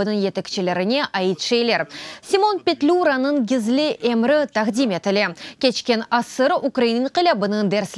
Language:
Crimean Tatar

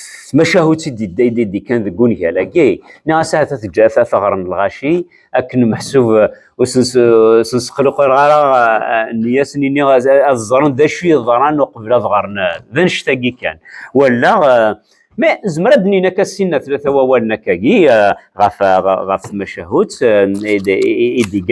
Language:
Kabyle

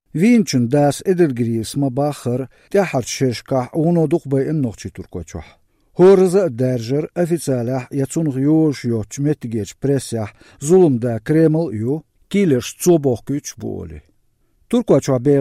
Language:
Chechen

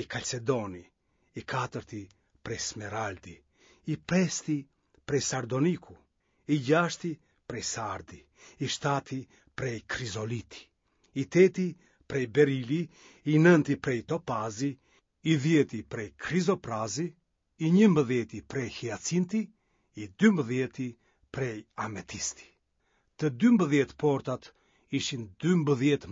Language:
Albanian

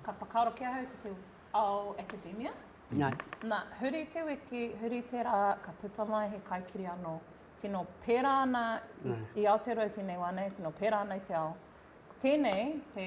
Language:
Māori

